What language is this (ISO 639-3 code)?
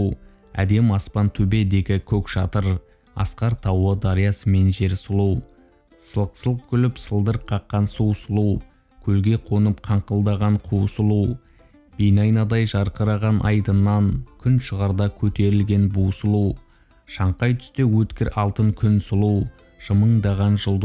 kaz